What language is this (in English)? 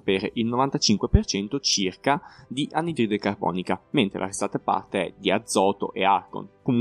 Italian